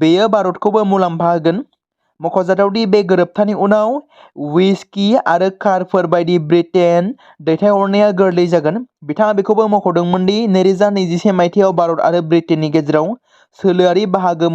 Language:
Bodo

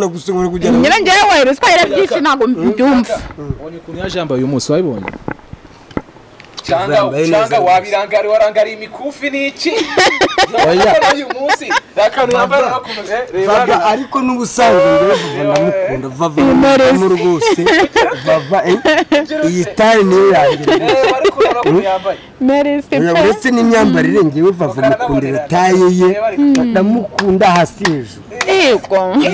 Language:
Kinyarwanda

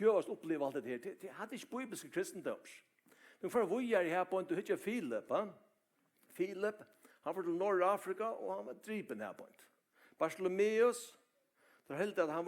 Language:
Faroese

